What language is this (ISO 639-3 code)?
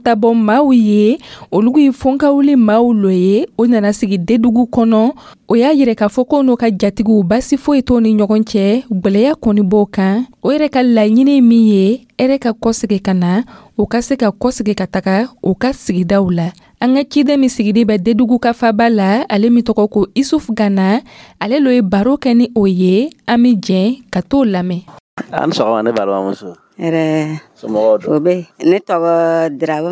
dyu